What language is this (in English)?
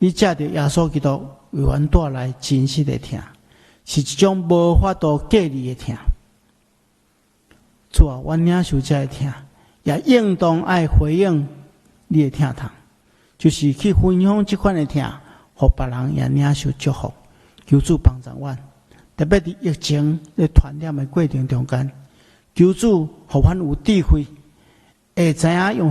Min Nan Chinese